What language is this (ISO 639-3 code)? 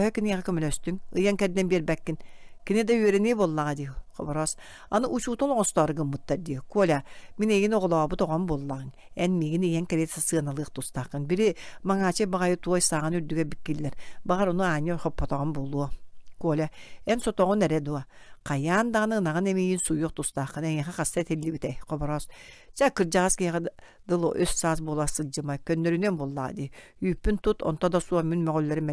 sah